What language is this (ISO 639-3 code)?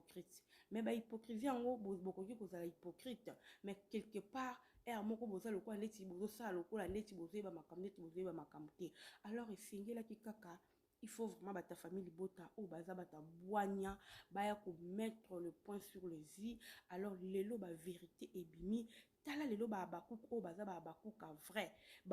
lin